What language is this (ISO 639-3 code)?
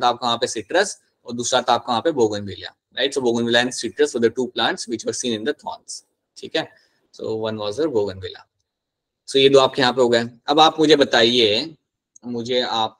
hin